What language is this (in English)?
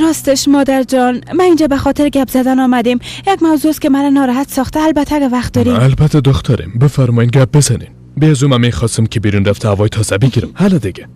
Persian